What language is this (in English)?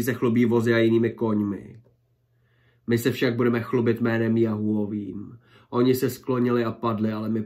Czech